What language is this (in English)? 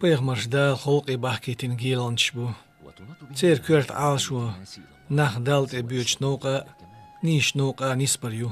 Chechen